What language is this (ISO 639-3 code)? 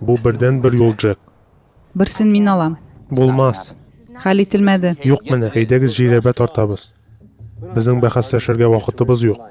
tat